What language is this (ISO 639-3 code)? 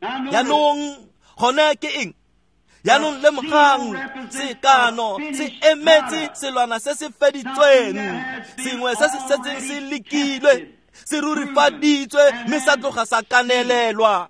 tsn